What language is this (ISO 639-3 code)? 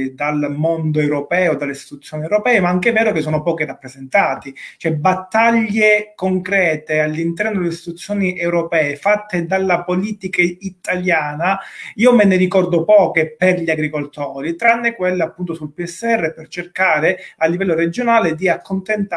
ita